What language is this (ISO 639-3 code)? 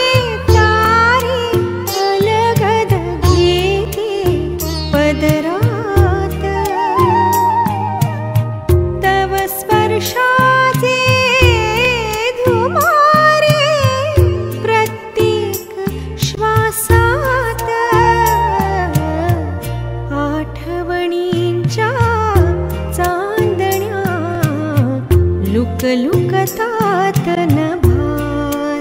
mar